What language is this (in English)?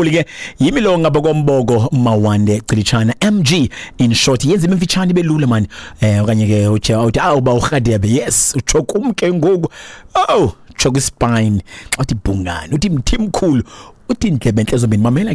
Xhosa